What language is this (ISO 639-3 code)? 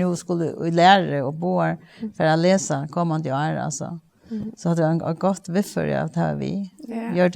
fao